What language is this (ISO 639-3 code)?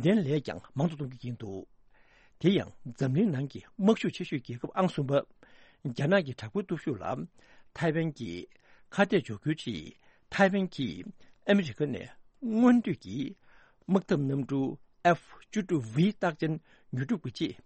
bod